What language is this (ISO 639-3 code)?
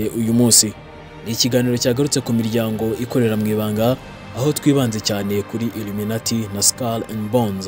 kin